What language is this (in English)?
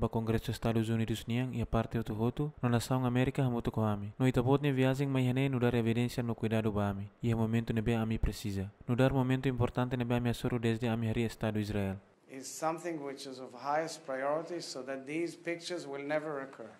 Tetum